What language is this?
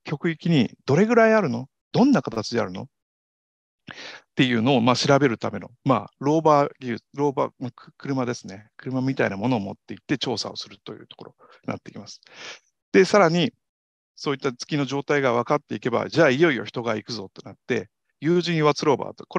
Japanese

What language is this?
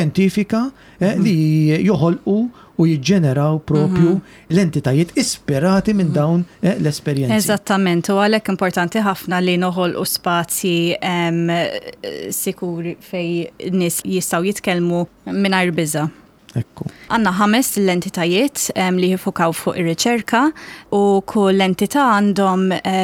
Maltese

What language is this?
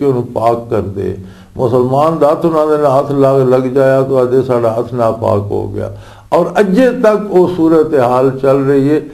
Western Panjabi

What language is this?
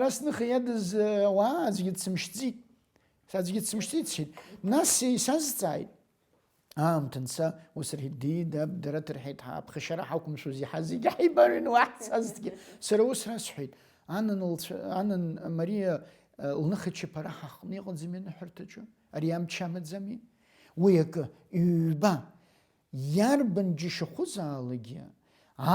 Abkhazian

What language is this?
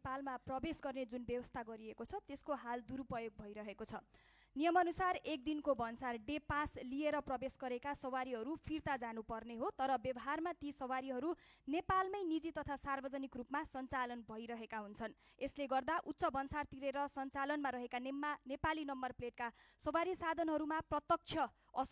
Nepali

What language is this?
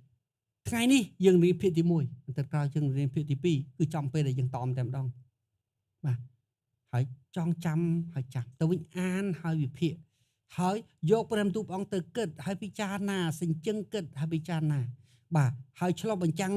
Khmer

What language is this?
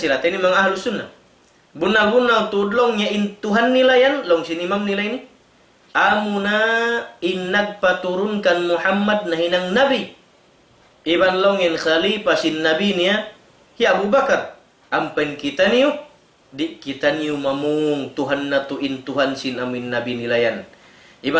Tausug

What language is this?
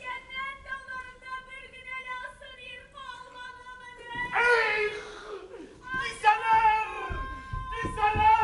Bashkir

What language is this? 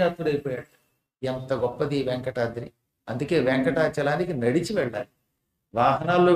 Telugu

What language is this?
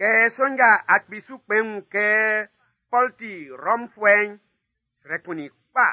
Baoulé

